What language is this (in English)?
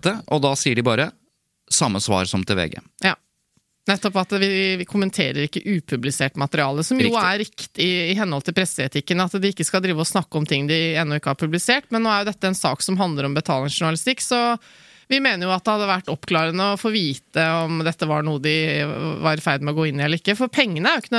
Norwegian